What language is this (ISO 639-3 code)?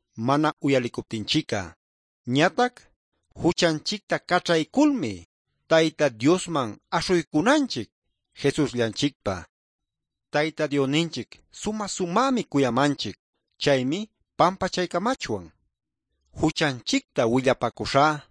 que